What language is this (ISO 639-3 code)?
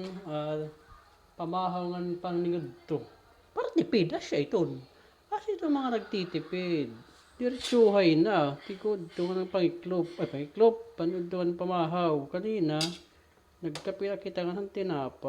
war